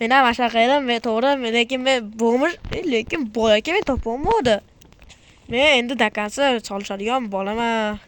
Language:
Uzbek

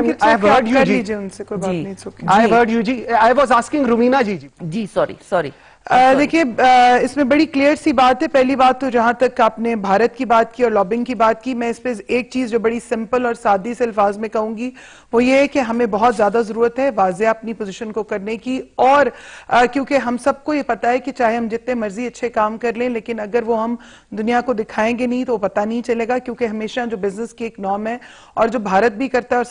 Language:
Urdu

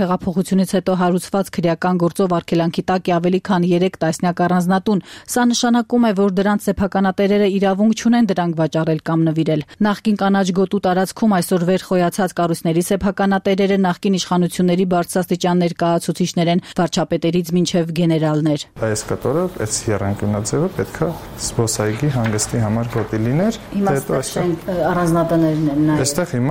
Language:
Armenian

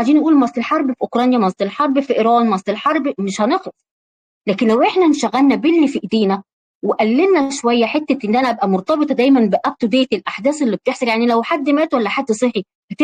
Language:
Egyptian Arabic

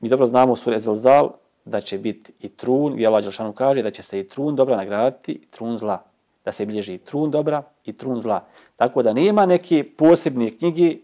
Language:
Bosnian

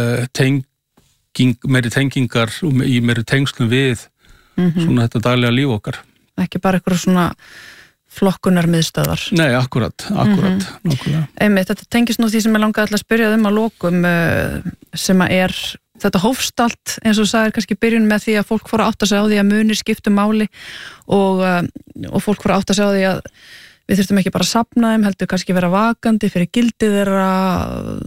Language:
Icelandic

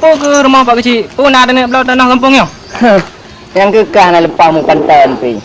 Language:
Achinese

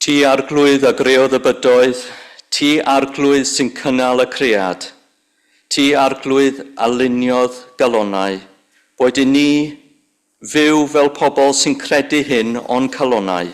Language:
Welsh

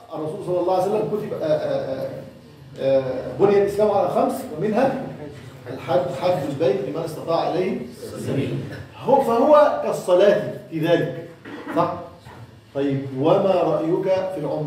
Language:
Egyptian Arabic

